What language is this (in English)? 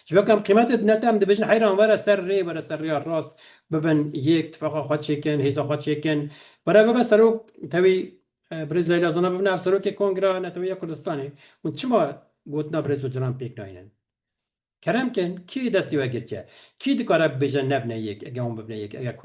Kurdish